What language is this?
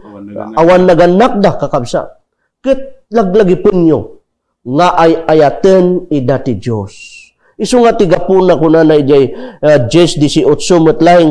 Iloko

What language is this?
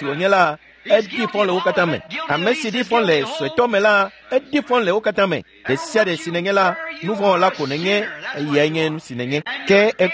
Ewe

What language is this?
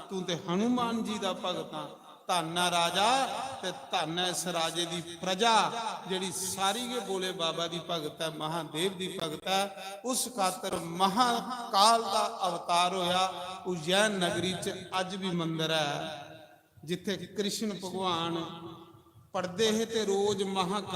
Dogri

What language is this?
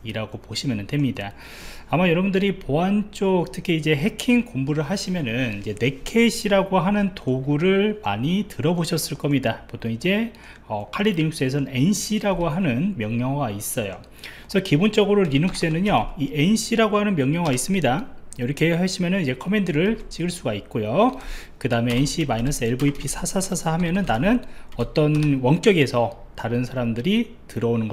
Korean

